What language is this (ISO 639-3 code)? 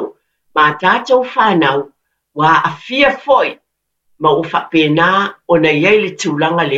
smo